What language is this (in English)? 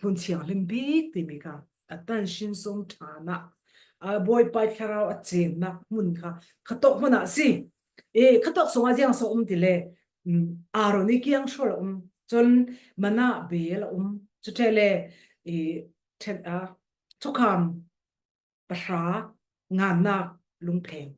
Falam Chin